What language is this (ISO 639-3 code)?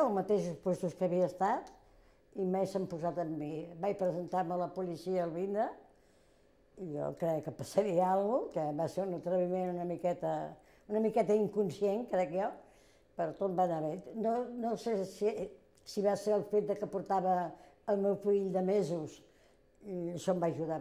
cat